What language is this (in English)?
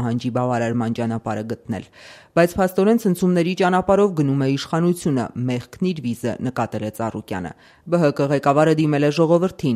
Armenian